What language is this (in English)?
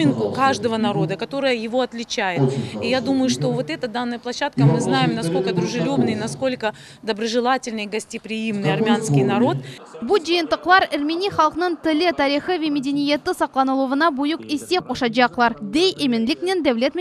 Crimean Tatar